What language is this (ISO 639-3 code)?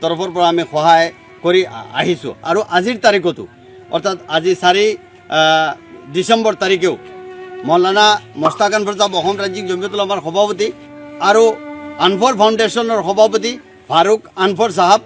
asm